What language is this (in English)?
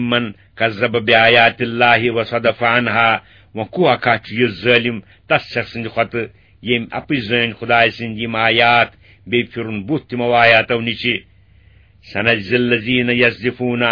Kashmiri